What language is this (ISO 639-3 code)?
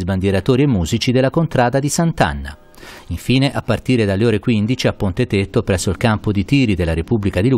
ita